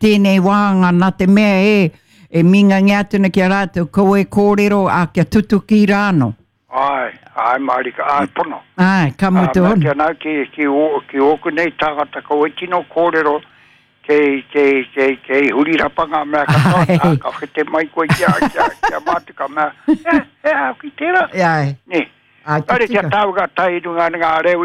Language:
Māori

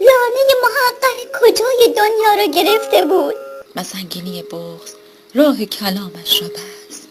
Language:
Tajik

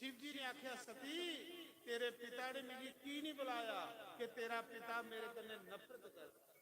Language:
Dogri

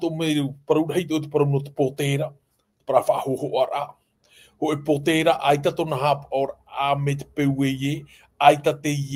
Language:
Tahitian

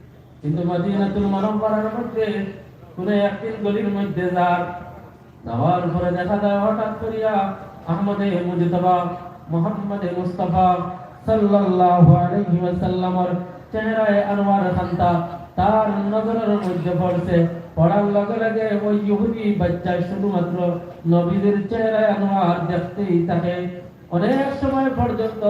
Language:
Sylheti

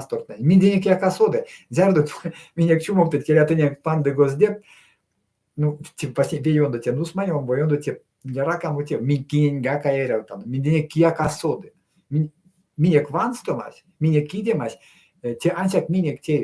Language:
Erzya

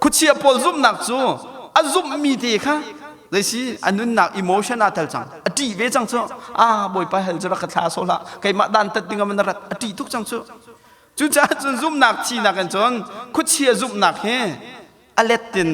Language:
Hakha Chin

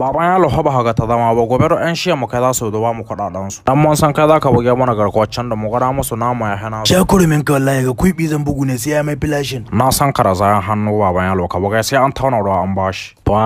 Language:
Hausa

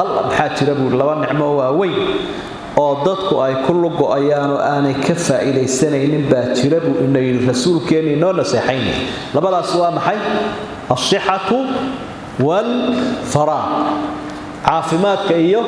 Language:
Somali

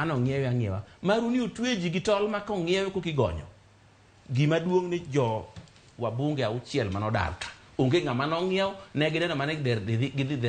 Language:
Luo (Kenya and Tanzania)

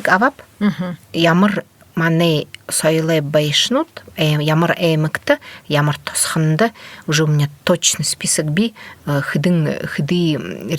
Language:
Buriat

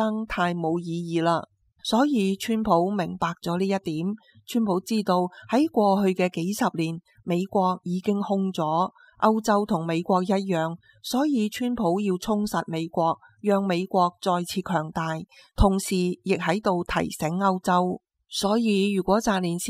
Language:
Cantonese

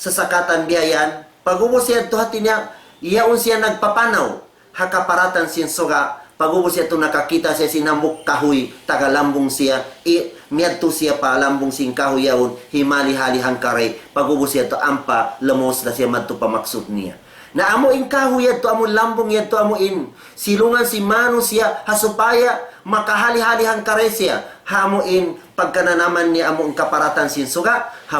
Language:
Tausug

